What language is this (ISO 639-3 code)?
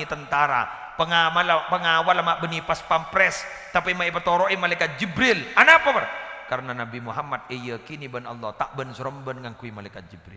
mad